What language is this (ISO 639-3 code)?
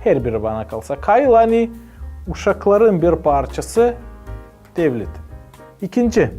gag